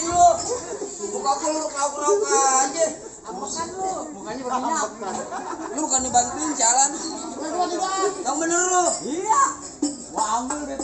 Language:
Betawi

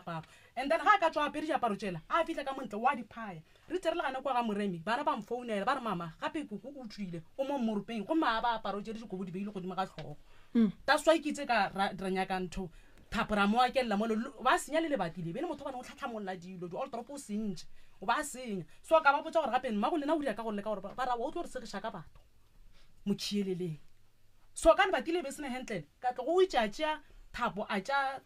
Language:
Northern Sotho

